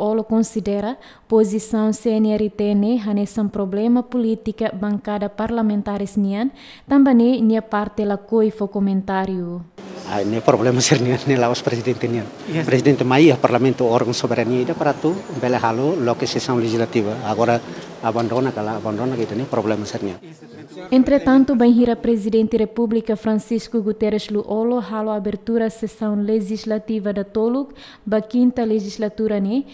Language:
Tetum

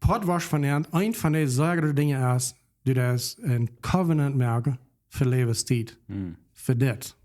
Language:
Plautdietsch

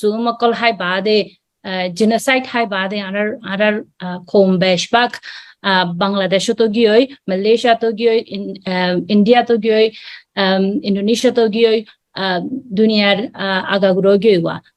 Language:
Rohingya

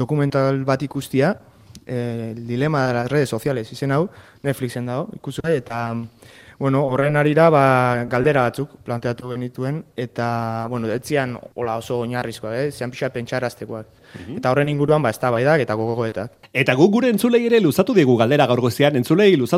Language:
Basque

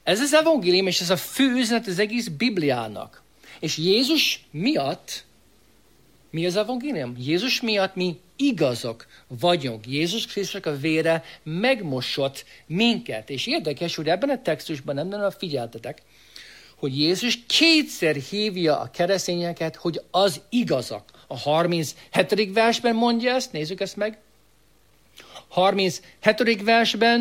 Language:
Hungarian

